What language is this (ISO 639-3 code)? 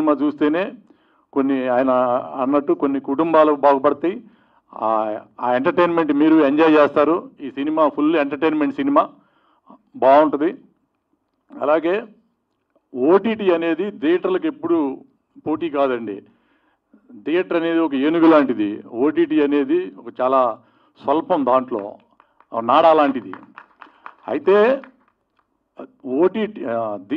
tel